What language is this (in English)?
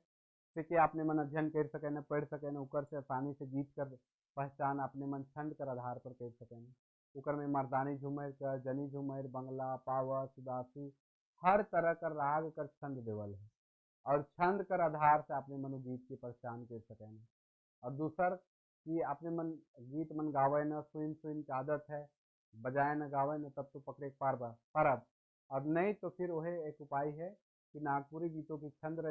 Sadri